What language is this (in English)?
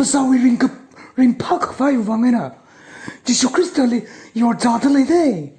Tangkhul Naga (India)